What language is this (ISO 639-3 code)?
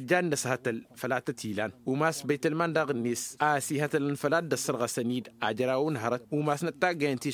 taq